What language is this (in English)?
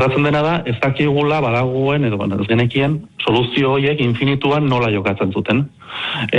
Basque